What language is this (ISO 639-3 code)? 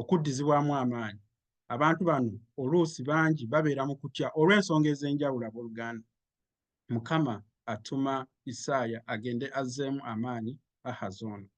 lug